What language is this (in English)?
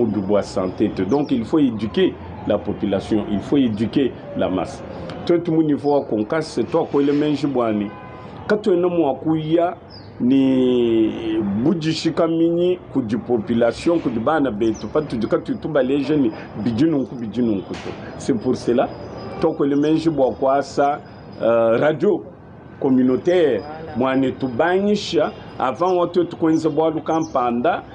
Luba-Lulua